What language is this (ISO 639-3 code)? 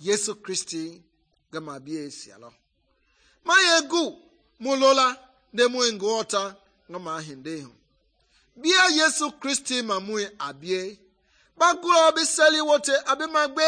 men